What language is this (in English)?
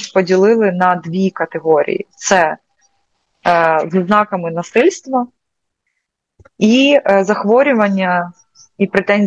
Ukrainian